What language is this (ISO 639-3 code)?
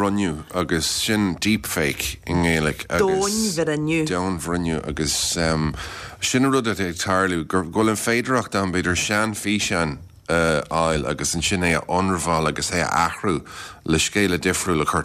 gle